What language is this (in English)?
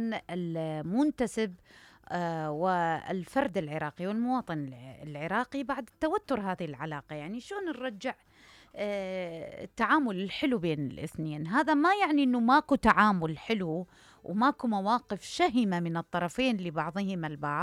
Mesopotamian Arabic